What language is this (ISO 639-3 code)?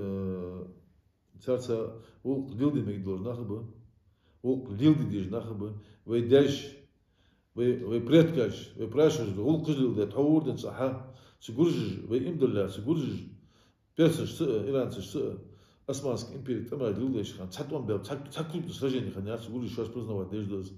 inh